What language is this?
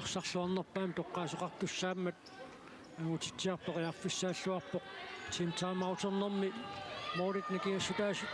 Kalaallisut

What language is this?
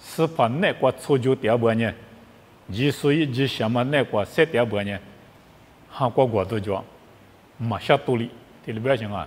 Lisu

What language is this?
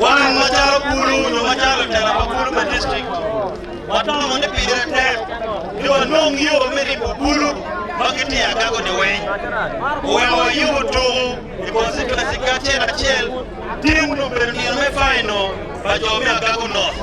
Acoli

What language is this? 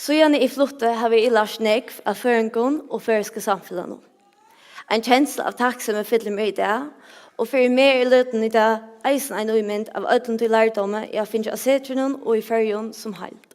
Faroese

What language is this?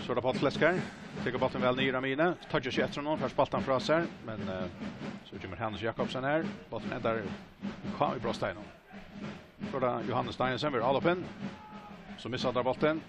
Faroese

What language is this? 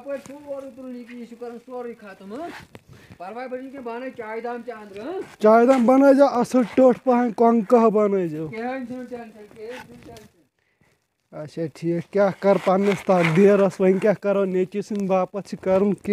Kashmiri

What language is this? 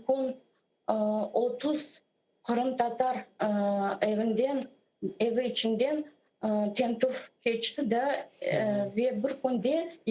Crimean Tatar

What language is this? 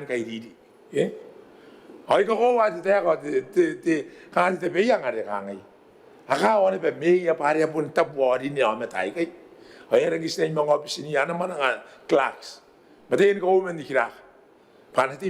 Gilbertese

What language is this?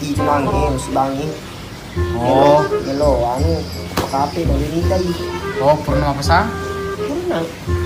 Buginese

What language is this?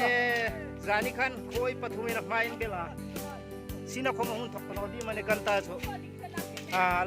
Hmar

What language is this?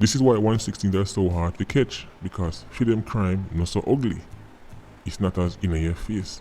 Jamaican Creole English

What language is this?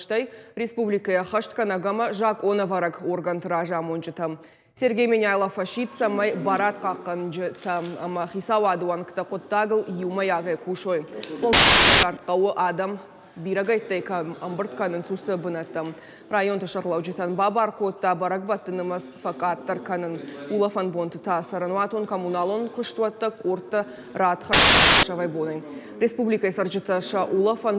Ossetic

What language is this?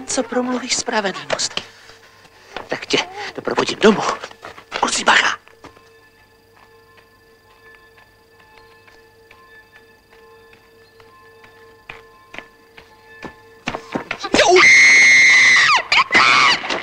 Czech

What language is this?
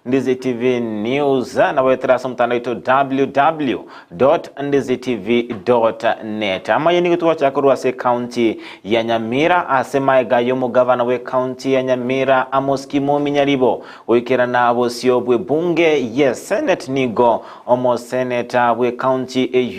Gusii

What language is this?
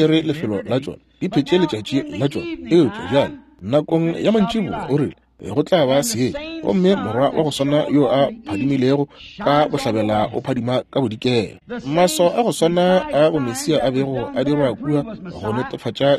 Northern Sotho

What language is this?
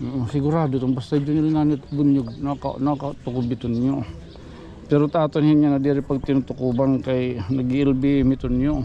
Waray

